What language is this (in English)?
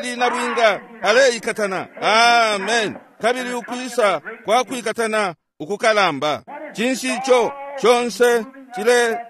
Bemba